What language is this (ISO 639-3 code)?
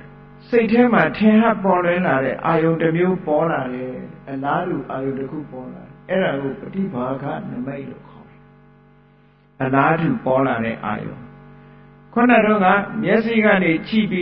mya